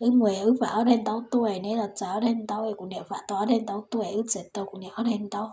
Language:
Hmong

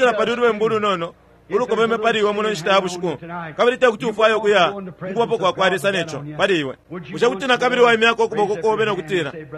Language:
Bemba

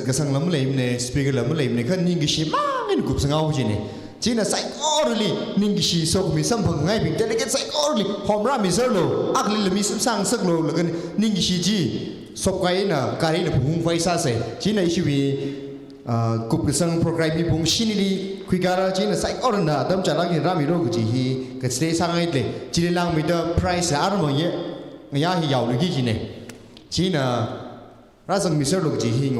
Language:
Tangkhul Naga (India)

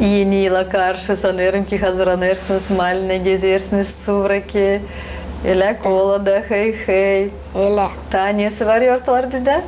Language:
Gagauz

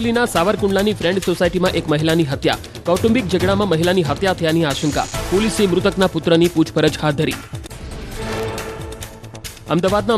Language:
Gujarati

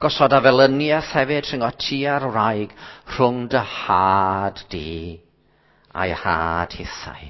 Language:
Welsh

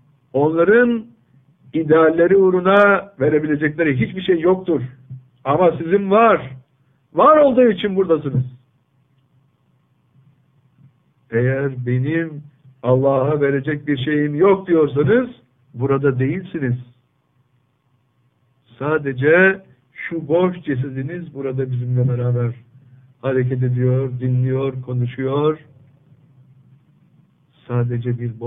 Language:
Turkish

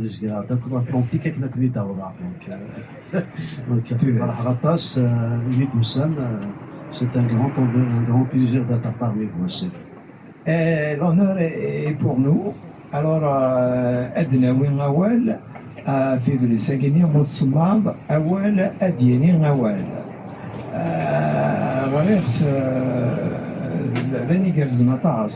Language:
Kabyle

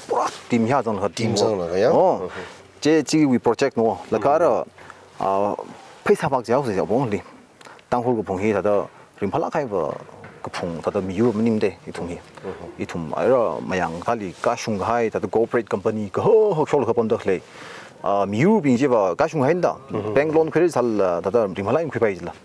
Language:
Tangkhul Naga (India)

